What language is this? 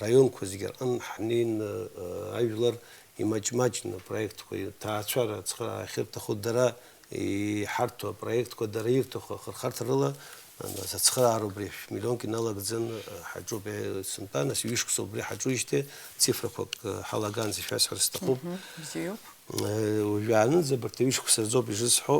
Abkhazian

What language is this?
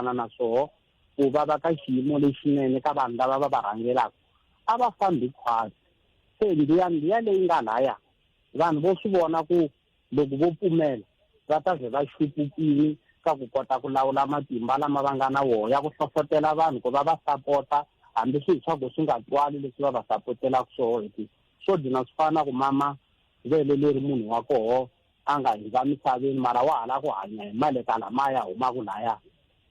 Tsonga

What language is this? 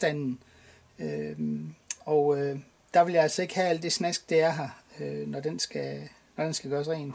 Danish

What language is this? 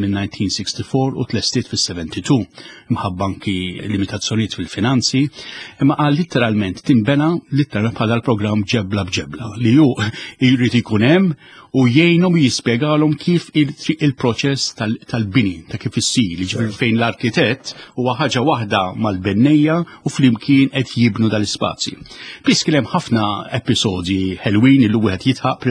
Maltese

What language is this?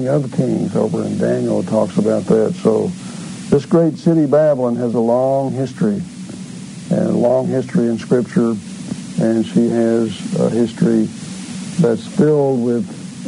English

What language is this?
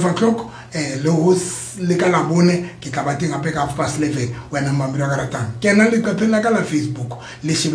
Southern Sotho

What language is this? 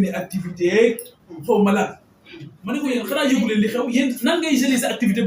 Wolof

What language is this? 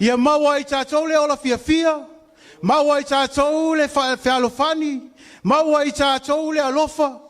Samoan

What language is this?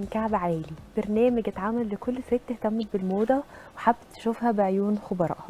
Egyptian Arabic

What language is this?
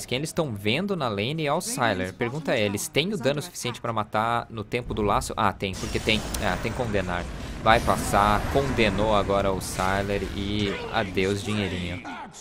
Portuguese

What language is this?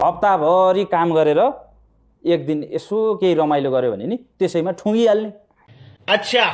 Nepali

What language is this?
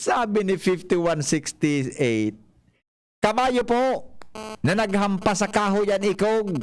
Bikol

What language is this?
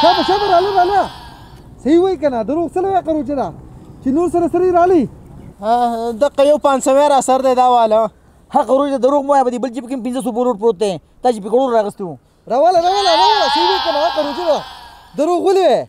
Pashto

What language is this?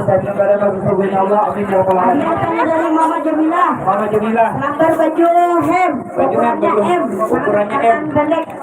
Banjar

